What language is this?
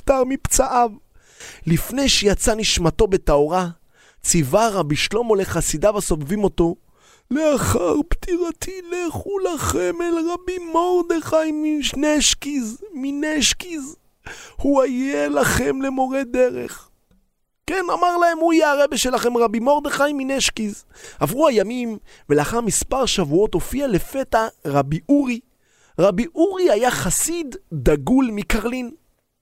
Hebrew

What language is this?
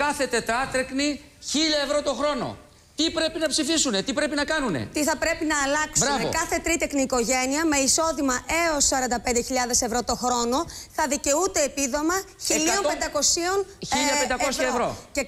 Greek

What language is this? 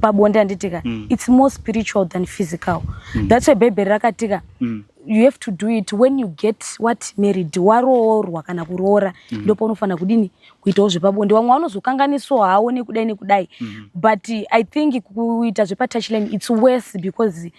Shona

